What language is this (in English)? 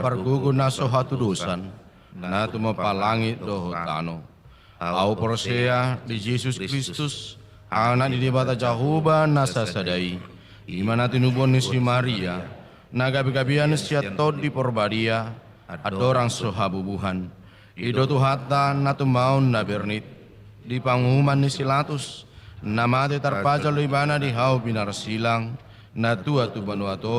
Batak Toba